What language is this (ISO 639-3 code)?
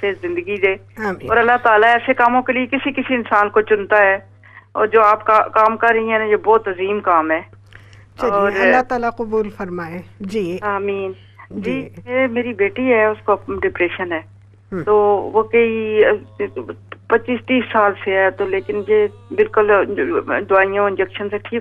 urd